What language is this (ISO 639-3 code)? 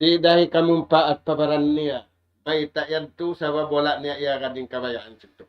tsg